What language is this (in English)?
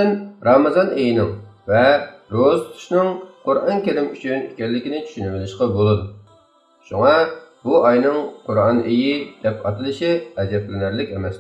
Uyghur